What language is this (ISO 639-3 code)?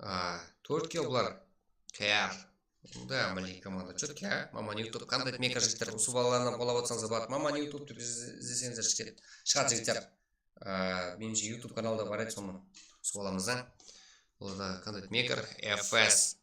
kaa